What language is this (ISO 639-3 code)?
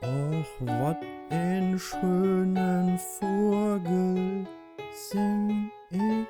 nds